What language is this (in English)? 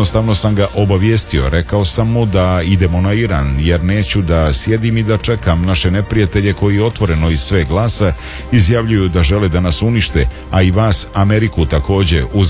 Serbian